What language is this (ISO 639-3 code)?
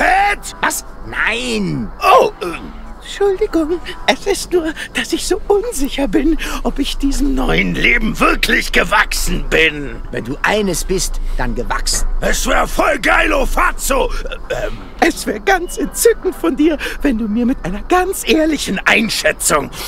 deu